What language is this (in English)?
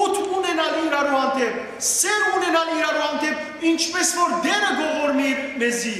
Western Armenian